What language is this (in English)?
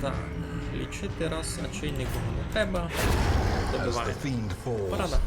Rusyn